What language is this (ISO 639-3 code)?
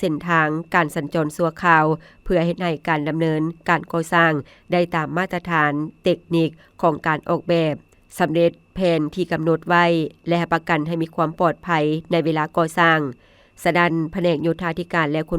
lao